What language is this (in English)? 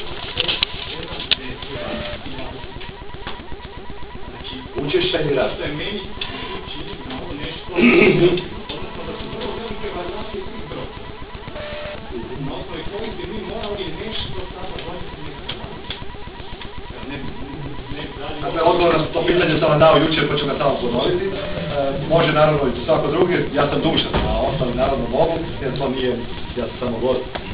Croatian